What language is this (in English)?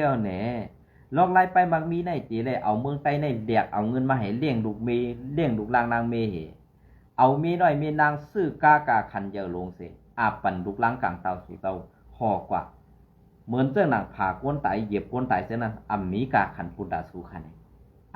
Shan